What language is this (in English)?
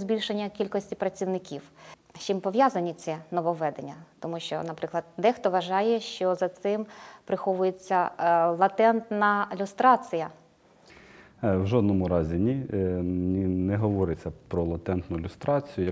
Ukrainian